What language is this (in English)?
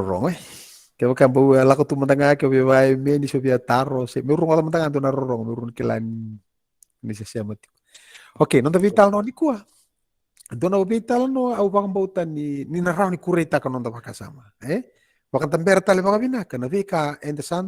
Fijian